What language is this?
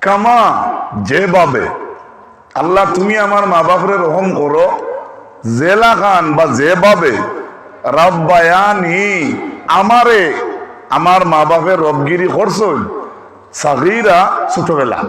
Sylheti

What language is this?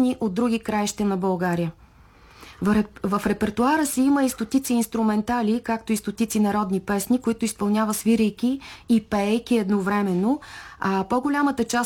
Bulgarian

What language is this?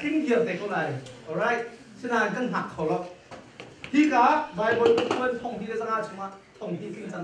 Hakha Chin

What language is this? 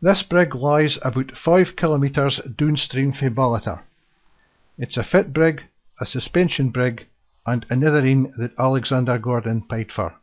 Scots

